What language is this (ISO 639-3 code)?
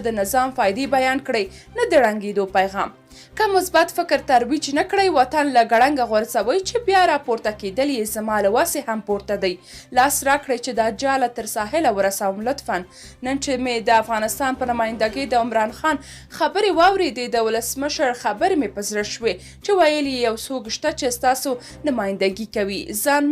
pus